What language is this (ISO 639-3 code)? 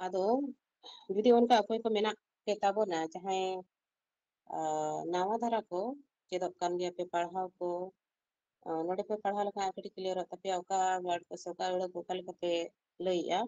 sat